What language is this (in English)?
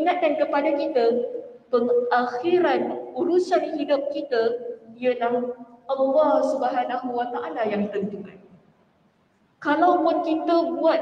Malay